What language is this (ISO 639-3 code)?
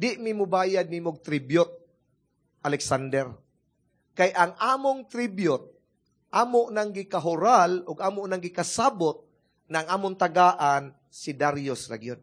ceb